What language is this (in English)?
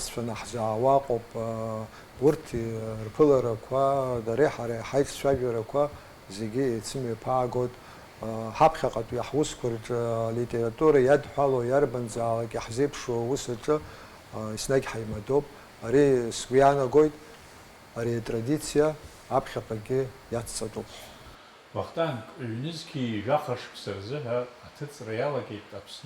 Abkhazian